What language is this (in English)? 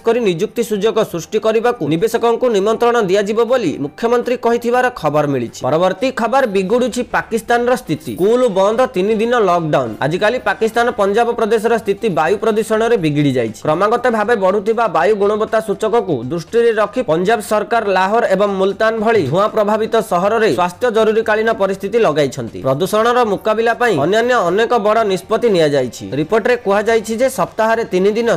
Odia